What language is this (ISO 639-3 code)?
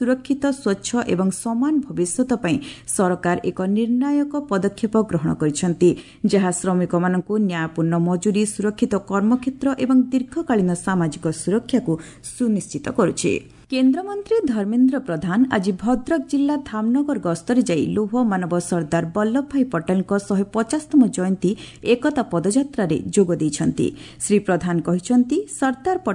ori